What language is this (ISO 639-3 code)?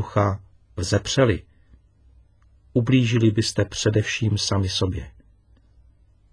ces